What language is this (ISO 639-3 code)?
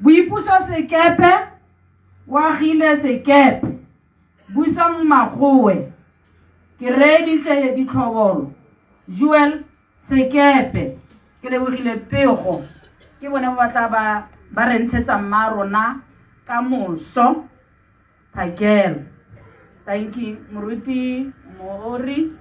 tsn